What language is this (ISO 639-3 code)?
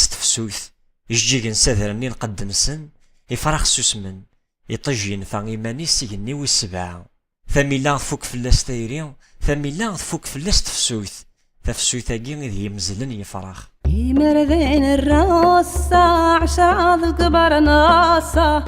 kab